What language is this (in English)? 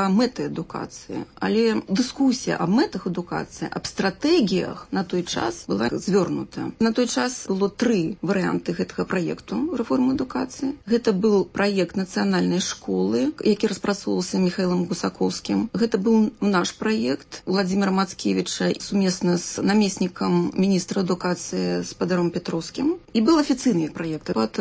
Belarusian